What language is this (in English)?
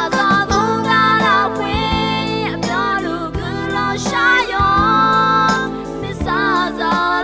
Akha